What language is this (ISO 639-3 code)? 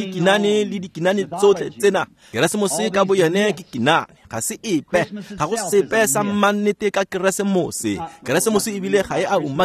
tsn